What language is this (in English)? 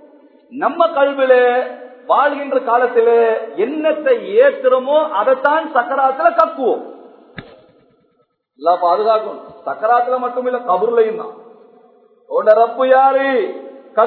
Tamil